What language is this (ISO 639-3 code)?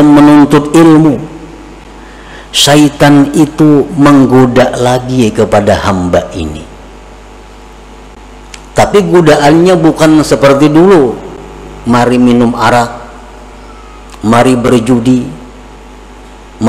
ind